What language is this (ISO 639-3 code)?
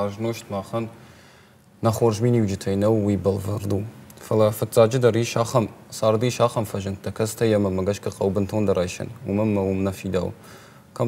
oss